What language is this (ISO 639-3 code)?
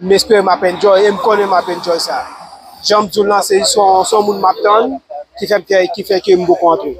hat